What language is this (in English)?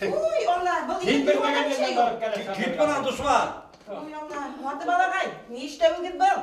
Bashkir